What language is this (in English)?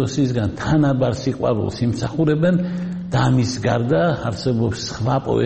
Georgian